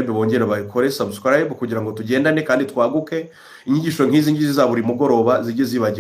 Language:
Kinyarwanda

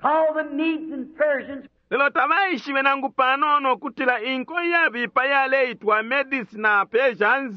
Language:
Bemba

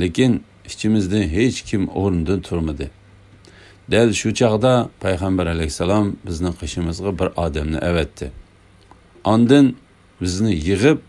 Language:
Uyghur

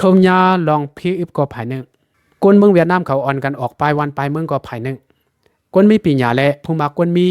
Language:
Lao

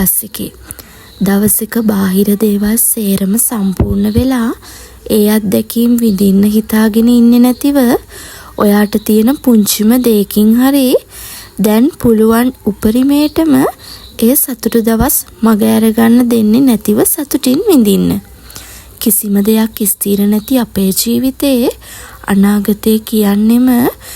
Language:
Sinhala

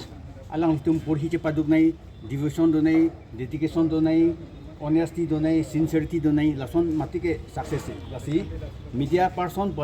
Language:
Karbi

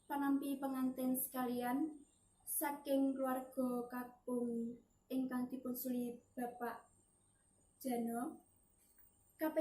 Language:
Javanese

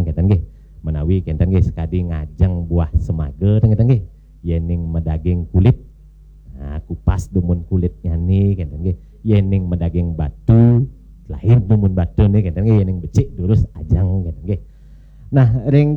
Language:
Balinese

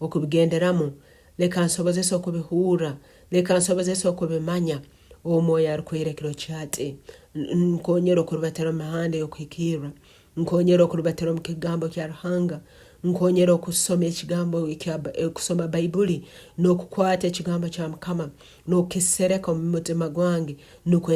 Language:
Nyankole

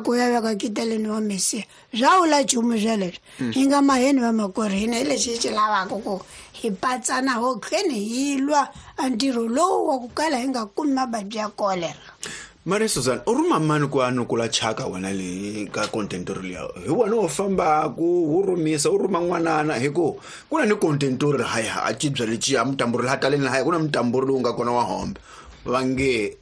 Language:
Tsonga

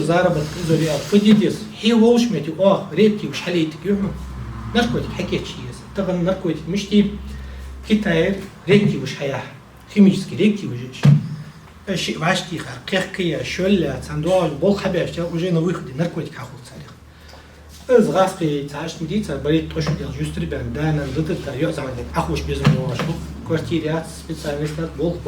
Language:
Ingush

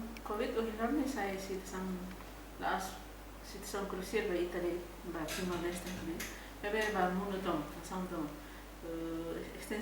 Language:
Tetum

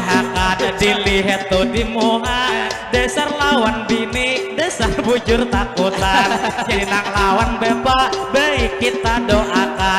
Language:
Banjar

